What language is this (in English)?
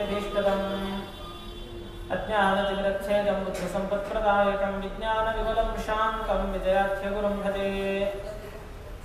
Kannada